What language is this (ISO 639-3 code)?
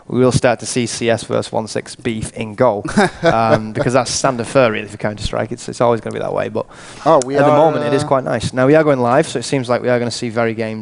eng